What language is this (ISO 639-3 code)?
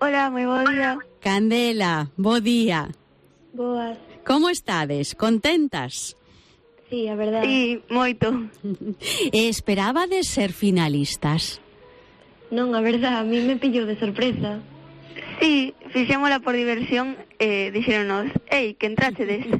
glg